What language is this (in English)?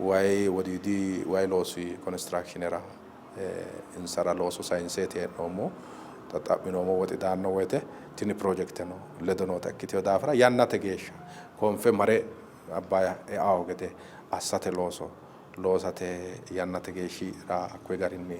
Sidamo